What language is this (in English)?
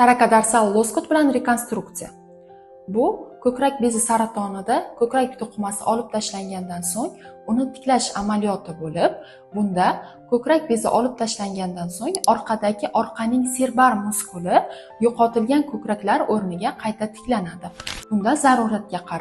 Uzbek